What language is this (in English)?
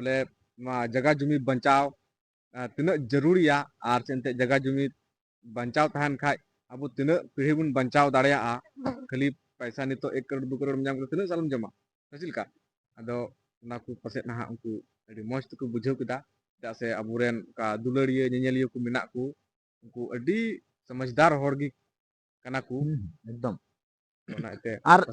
Santali